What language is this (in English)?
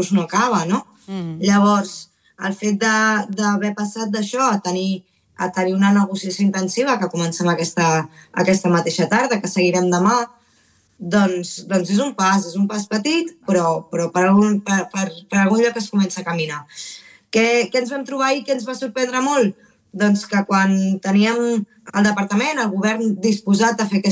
Catalan